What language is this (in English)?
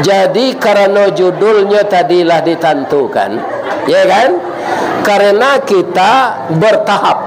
Minangkabau